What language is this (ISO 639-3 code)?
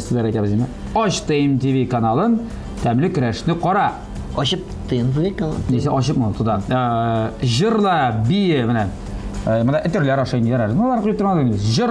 tat